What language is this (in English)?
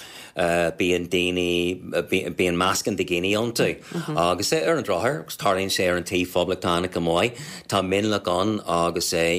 Irish